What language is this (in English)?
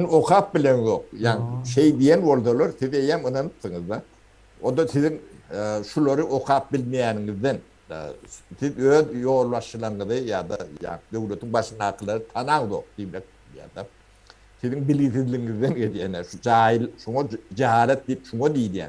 Turkmen